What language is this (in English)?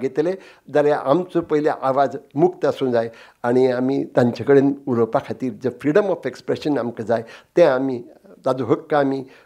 Konkani